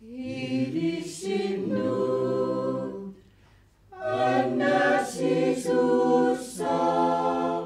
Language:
Kalaallisut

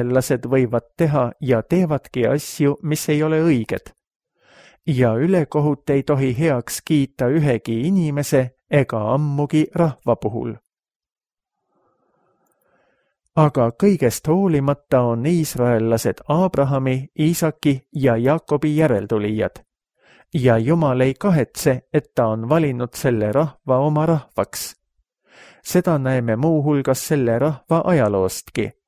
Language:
Estonian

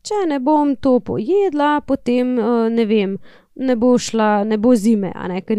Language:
Slovenian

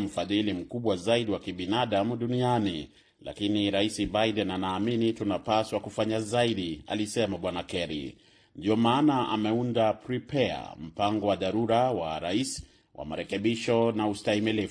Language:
Swahili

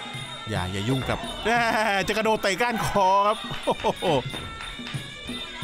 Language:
Thai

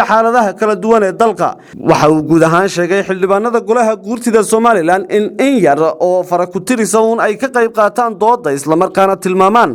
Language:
Somali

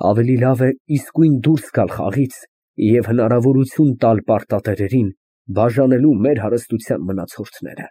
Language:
Armenian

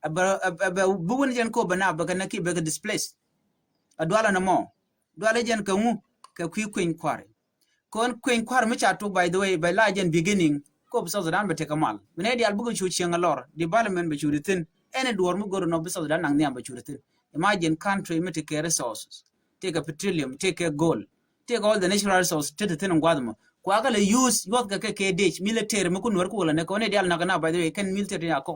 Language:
Nuer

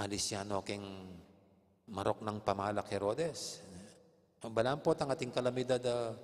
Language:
Pampanga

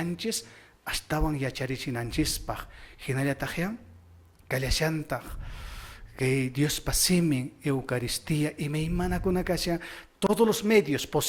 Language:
Quechua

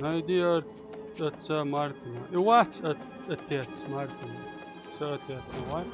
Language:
Chechen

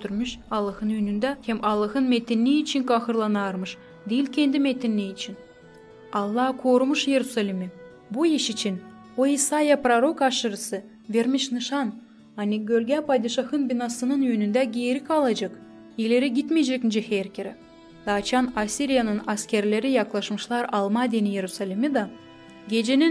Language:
Gagauz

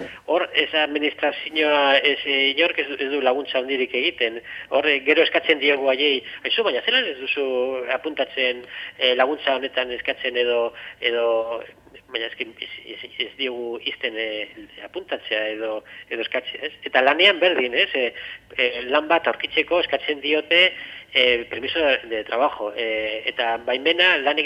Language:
Basque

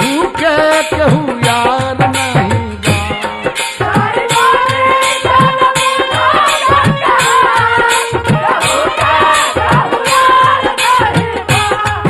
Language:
Bhojpuri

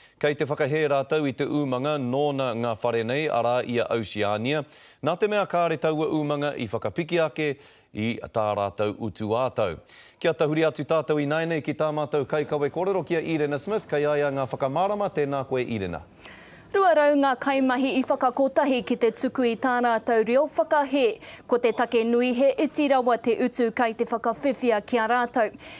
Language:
Māori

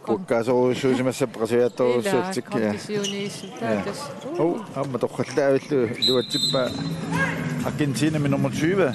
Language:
Kalaallisut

